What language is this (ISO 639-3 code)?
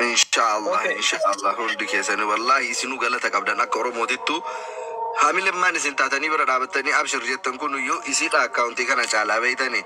orm